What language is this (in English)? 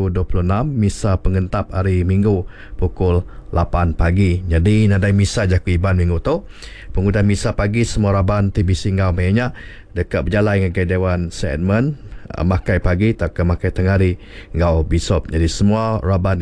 Iban